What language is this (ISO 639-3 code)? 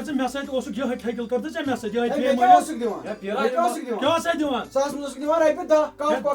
kas